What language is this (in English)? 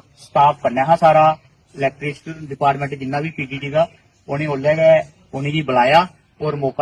Dogri